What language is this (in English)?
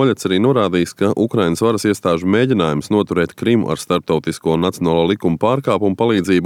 Latvian